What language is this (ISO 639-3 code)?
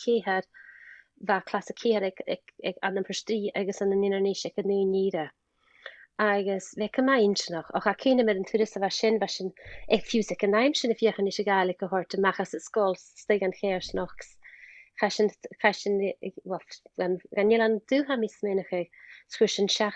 gla